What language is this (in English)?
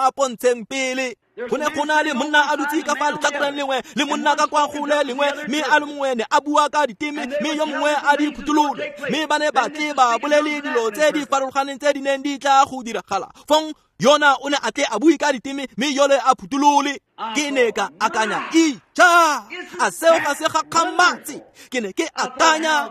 Tswana